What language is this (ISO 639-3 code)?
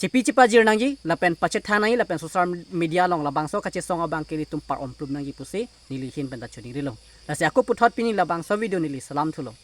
mjw